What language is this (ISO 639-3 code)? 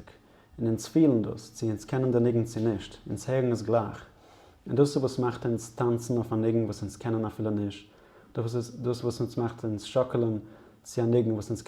yid